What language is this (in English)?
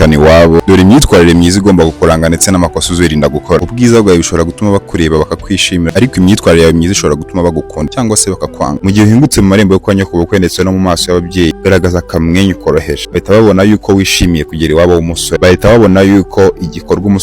Kinyarwanda